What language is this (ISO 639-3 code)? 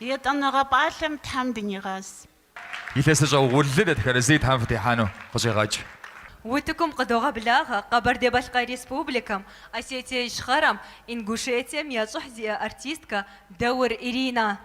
kbd